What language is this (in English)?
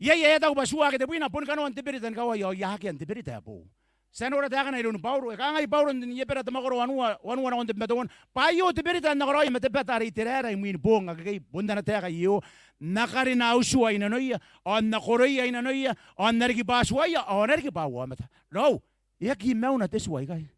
Gilbertese